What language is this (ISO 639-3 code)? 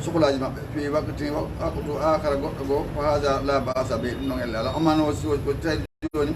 ful